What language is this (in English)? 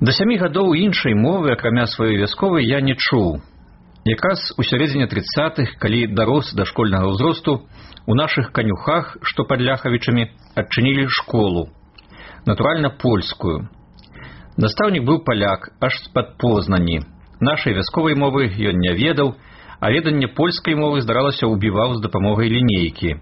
Belarusian